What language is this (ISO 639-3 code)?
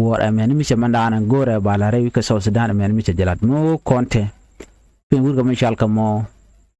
nus